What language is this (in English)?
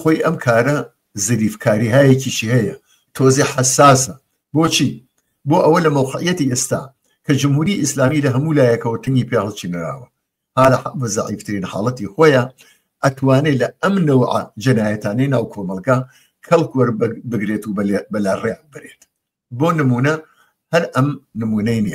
Central Kurdish